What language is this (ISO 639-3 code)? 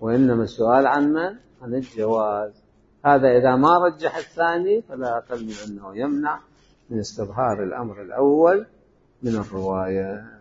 acm